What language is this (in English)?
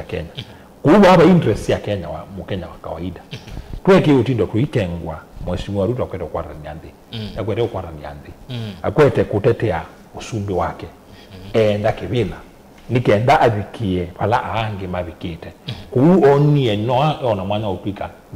Kamba